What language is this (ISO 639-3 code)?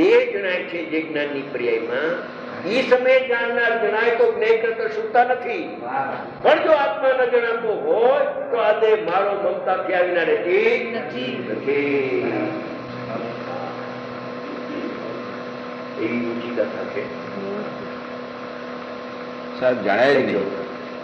guj